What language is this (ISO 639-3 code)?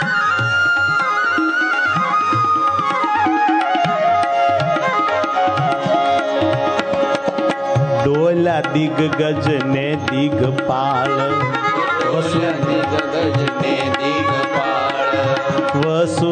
guj